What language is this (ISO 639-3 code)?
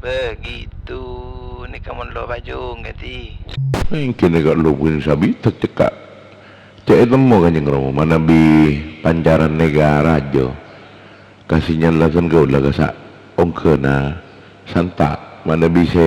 mad